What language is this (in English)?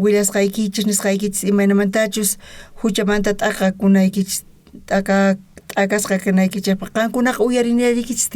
South Bolivian Quechua